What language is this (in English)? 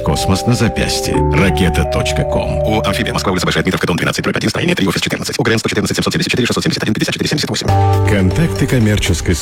Russian